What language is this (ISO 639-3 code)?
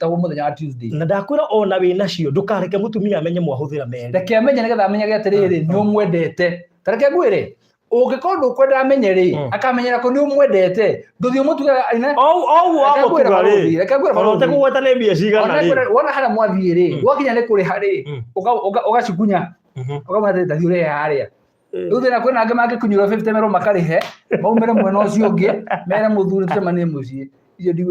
kik